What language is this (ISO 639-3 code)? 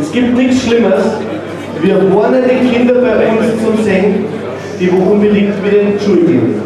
bar